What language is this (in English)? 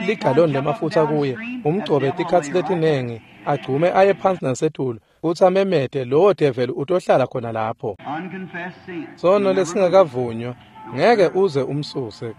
Swati